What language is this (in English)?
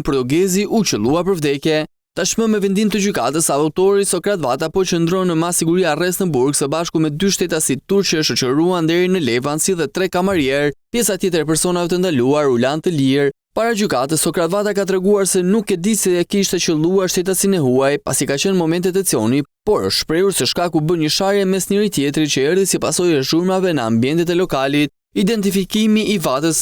Albanian